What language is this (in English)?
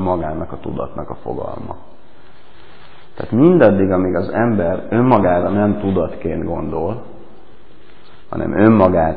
Hungarian